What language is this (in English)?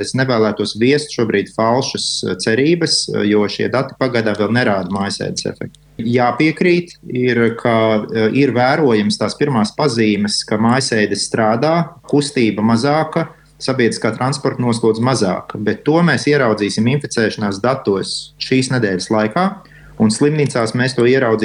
Latvian